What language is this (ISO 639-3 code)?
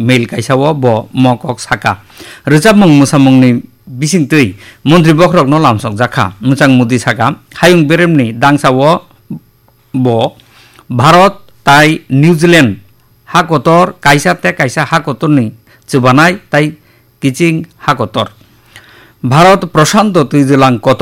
trp